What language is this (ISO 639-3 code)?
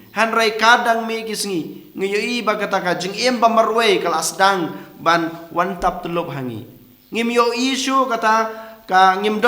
kha